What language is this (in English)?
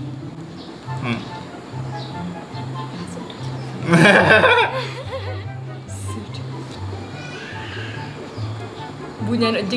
Malay